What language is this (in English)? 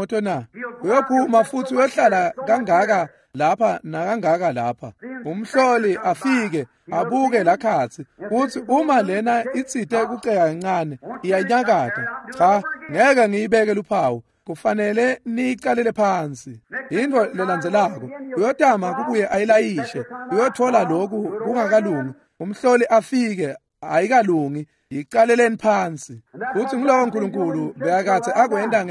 Swati